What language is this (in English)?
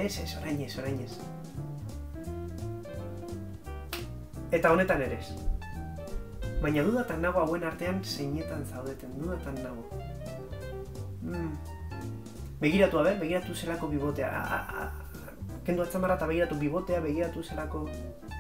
Basque